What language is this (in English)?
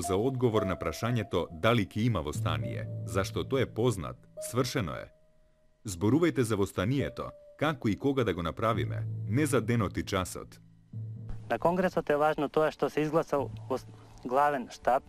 Macedonian